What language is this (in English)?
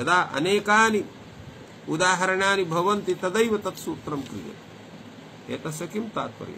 Sanskrit